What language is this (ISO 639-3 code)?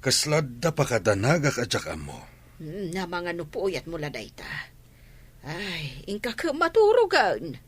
ilo